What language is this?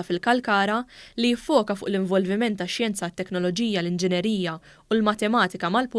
Maltese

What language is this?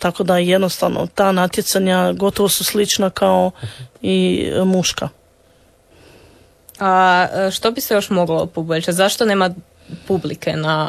Croatian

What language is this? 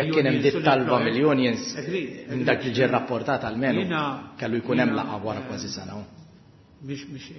Maltese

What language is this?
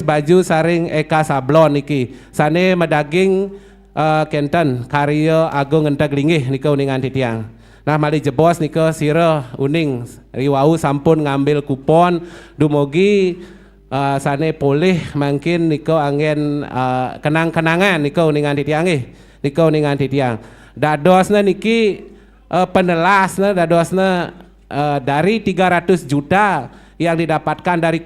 Balinese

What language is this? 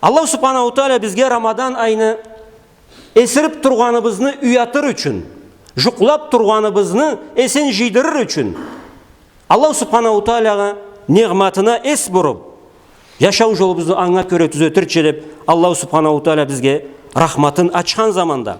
Karachay-Balkar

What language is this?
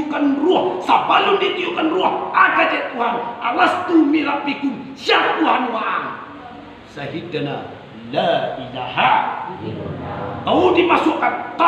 Minangkabau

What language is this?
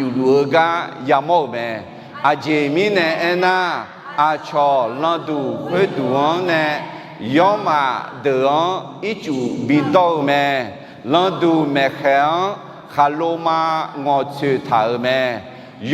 Akha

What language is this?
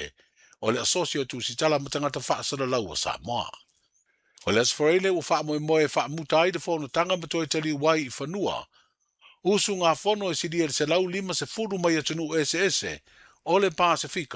Samoan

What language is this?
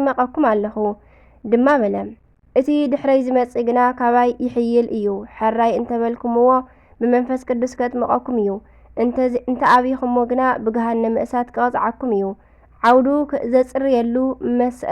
Tigrinya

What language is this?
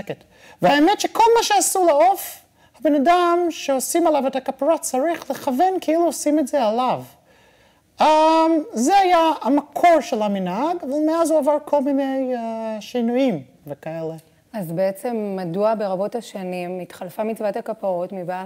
Hebrew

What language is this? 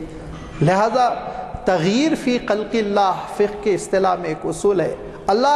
Urdu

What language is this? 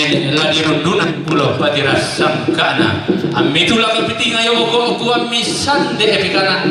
Toraja-Sa'dan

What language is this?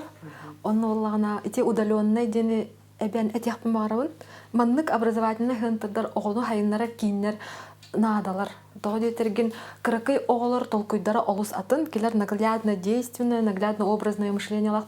Yakut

